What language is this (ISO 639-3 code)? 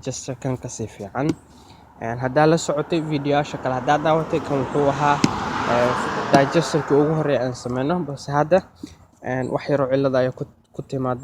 som